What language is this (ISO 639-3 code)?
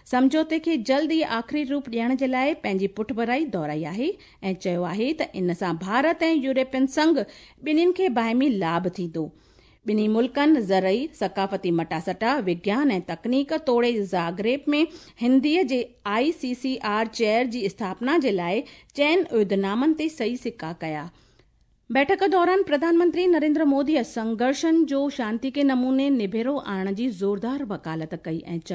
snd